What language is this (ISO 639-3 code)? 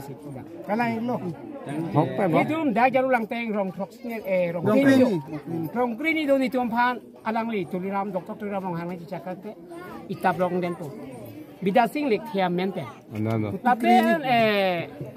mjw